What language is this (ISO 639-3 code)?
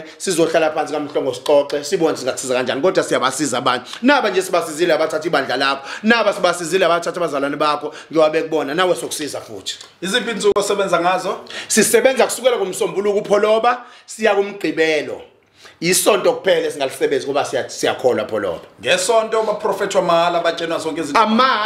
zul